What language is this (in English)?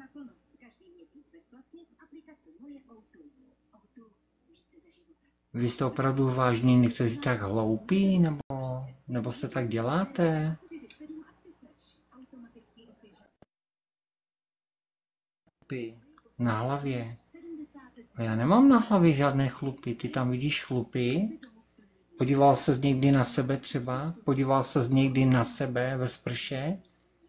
Czech